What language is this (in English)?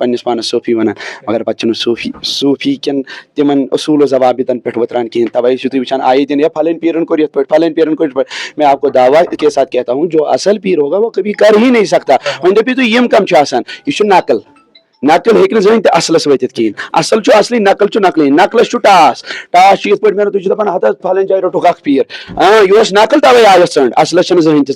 Kashmiri